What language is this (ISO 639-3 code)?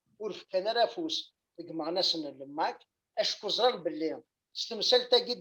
kab